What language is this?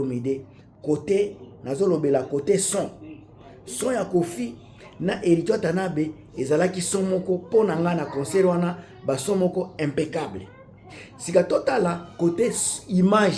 Lingala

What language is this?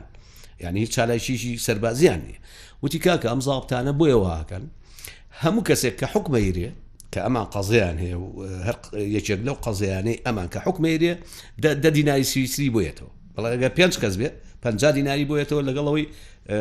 Central Kurdish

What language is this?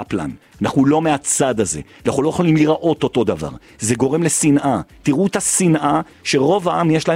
Hebrew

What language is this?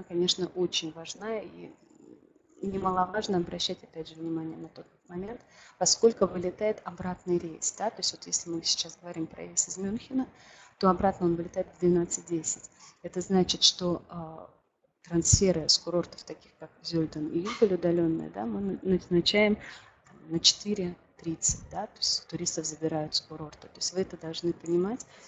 Russian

